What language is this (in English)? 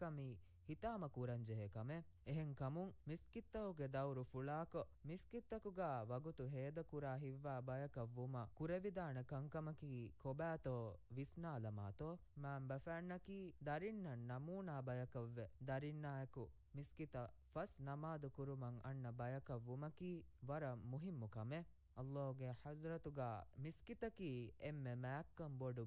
Divehi